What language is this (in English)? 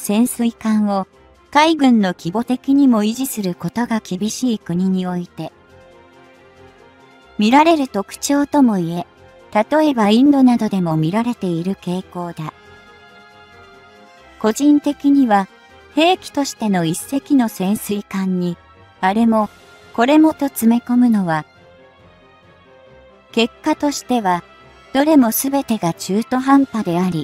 Japanese